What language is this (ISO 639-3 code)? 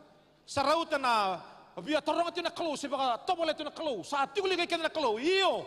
fij